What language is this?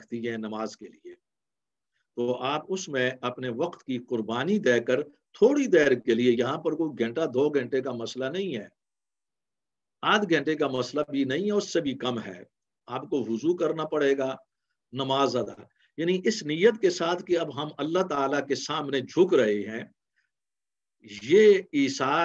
Urdu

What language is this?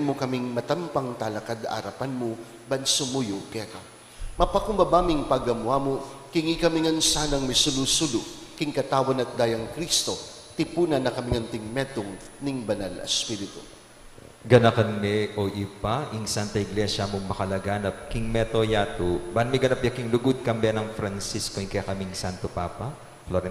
Pampanga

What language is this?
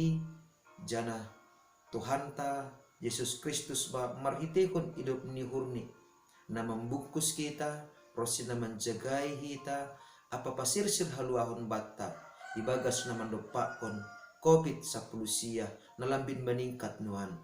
Batak Simalungun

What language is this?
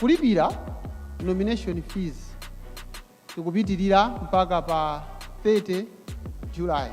Nyanja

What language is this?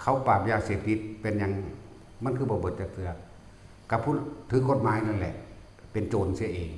Northeastern Thai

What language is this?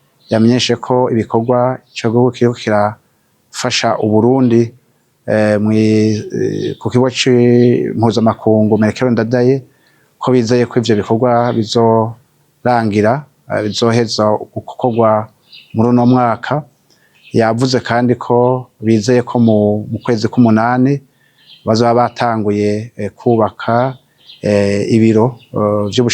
Rundi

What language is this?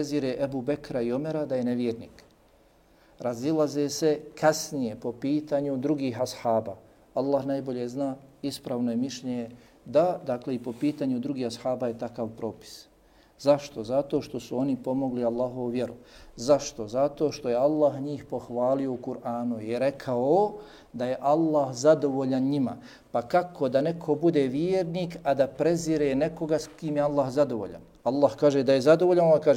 Bosnian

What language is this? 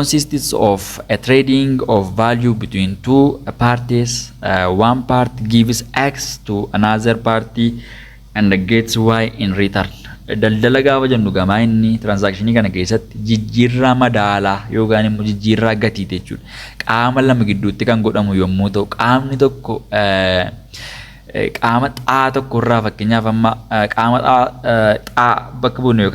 Oromo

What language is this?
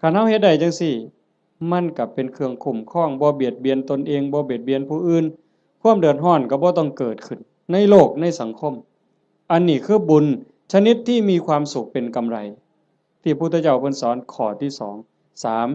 Northeastern Thai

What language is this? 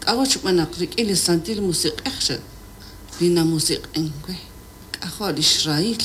Kekchí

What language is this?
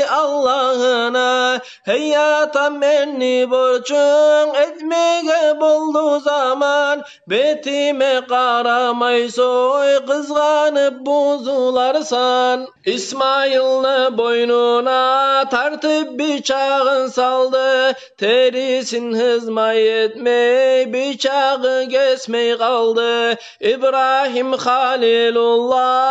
Kumyk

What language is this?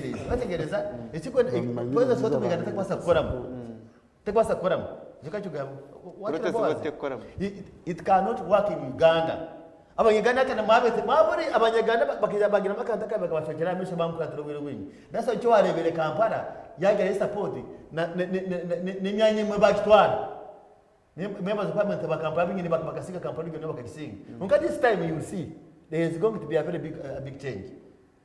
Nyankole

